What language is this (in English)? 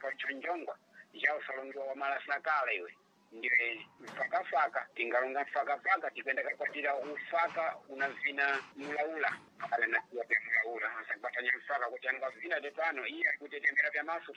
Sena